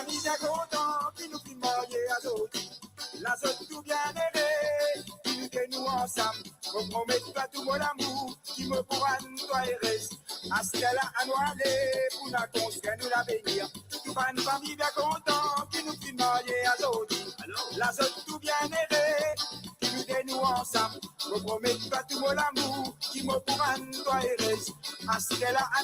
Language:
Morisyen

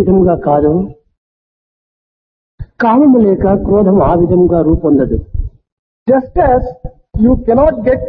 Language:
Telugu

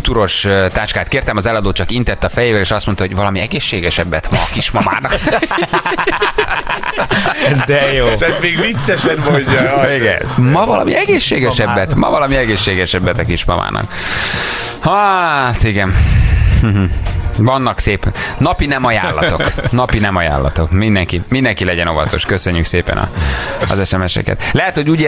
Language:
Hungarian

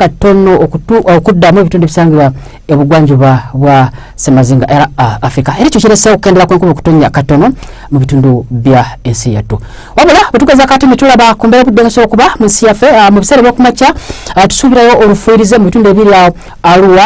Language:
Ganda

